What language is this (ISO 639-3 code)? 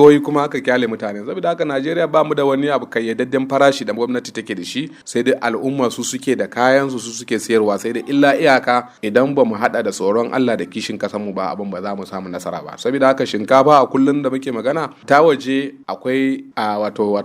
hau